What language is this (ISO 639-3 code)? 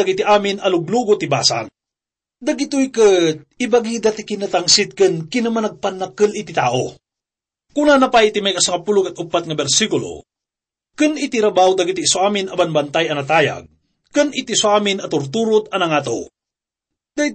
ilo